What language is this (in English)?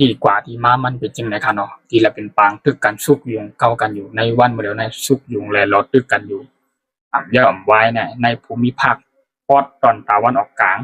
Shan